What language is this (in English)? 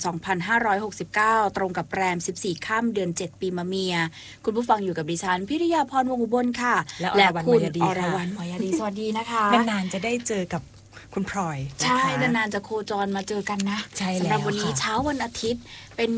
Thai